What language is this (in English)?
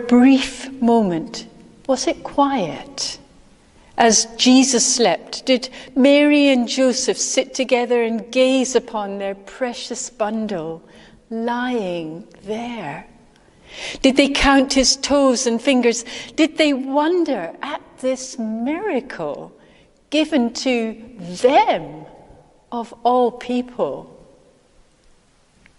English